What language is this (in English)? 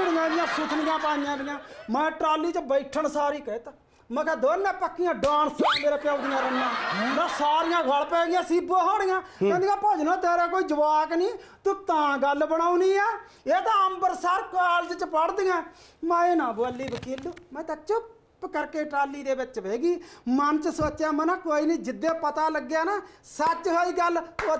Punjabi